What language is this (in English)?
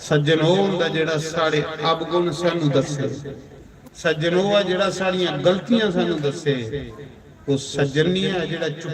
Dogri